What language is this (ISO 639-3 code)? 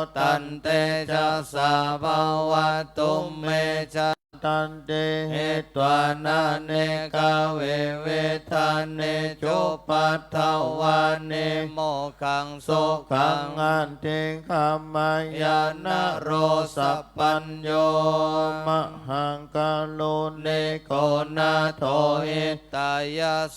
pli